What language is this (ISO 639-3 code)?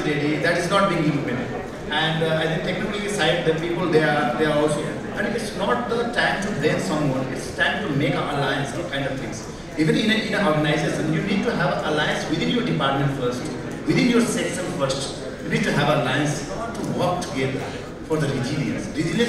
eng